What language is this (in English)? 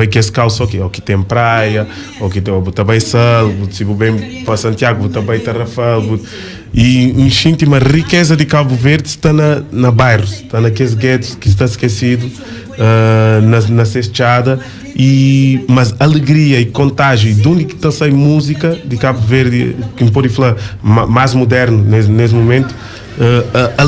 Kabuverdianu